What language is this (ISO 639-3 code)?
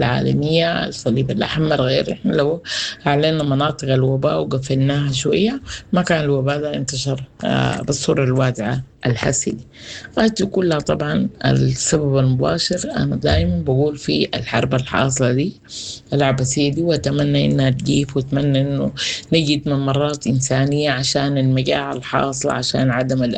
apd